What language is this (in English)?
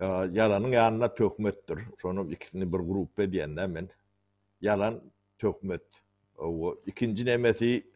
Turkmen